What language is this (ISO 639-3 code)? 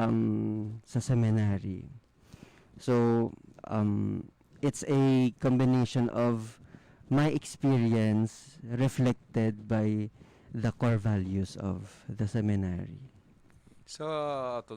hil